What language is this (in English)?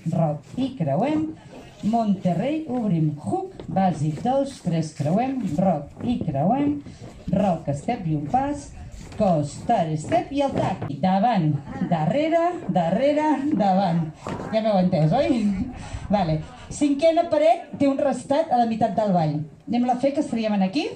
Catalan